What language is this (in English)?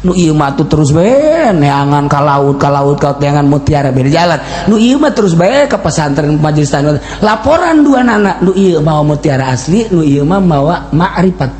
Sundanese